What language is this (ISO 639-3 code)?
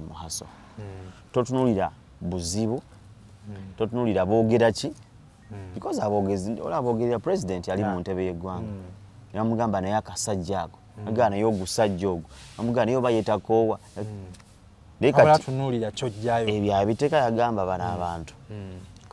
lug